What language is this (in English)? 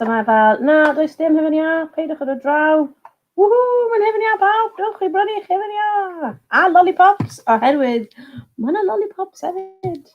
Welsh